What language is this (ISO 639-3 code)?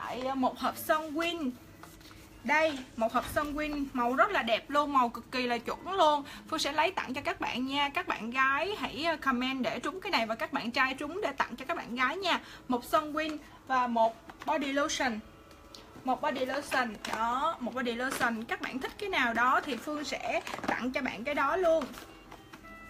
vie